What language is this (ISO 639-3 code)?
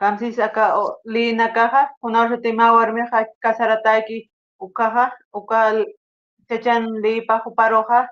aym